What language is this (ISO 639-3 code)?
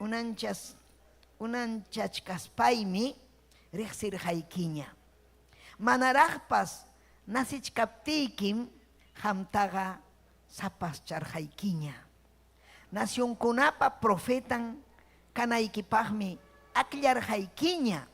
quy